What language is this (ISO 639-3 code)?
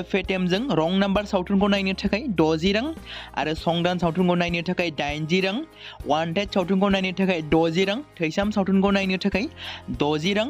brx